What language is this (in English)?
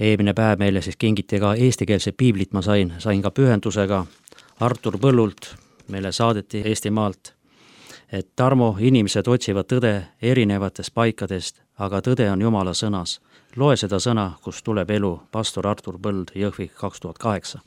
Estonian